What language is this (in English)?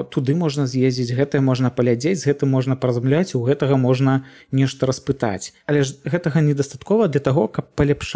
Belarusian